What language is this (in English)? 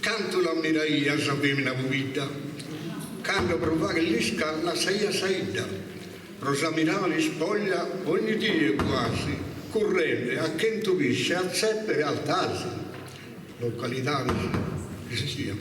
Sardinian